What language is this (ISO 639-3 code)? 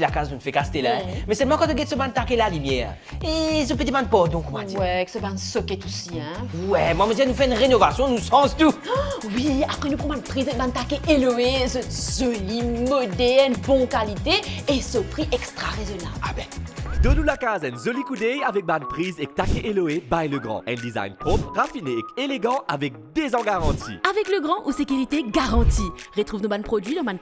mfe